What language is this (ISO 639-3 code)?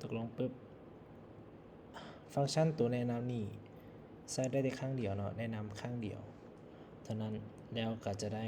lao